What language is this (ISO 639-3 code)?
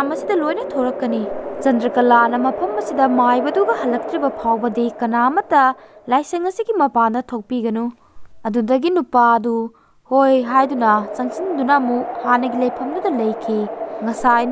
mni